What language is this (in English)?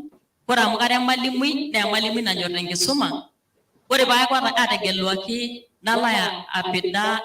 Masai